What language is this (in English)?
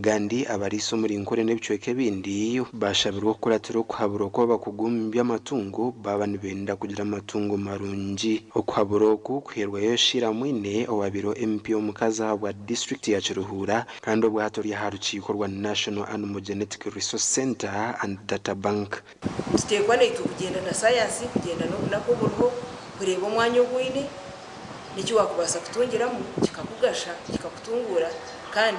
Nyankole